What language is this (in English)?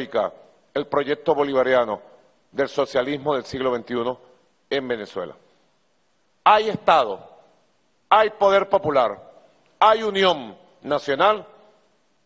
Spanish